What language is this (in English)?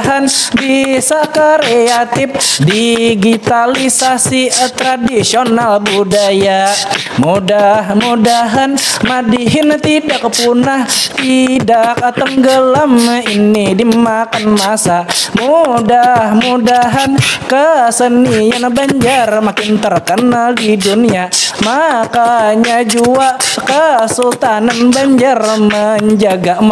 Banjar